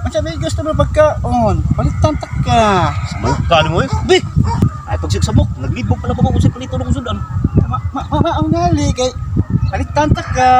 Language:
Cebuano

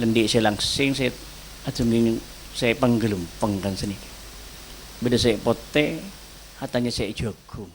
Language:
Madurese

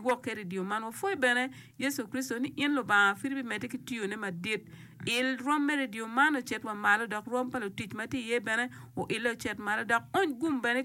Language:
Acoli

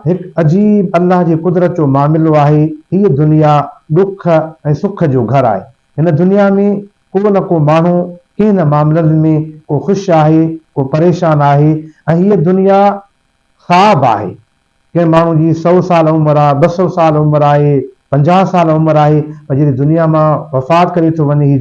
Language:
Sindhi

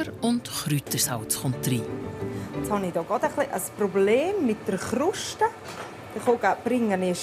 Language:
Swiss German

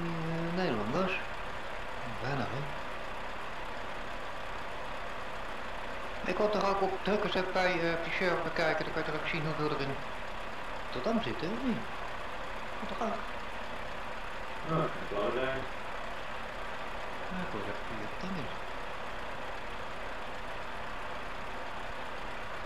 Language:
Dutch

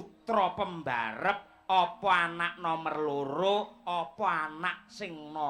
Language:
Javanese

